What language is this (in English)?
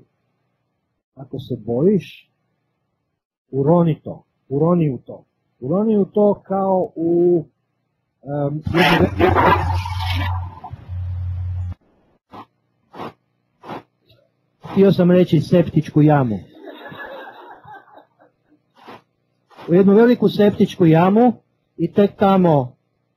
Croatian